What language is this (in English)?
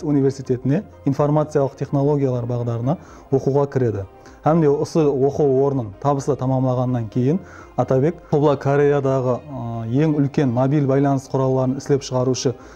Kara-Kalpak